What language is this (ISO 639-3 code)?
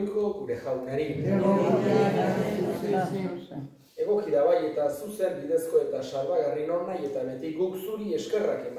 eus